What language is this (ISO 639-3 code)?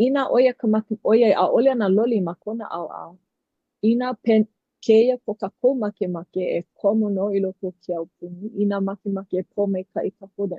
haw